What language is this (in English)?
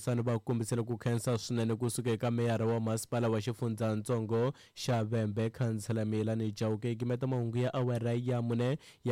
Tsonga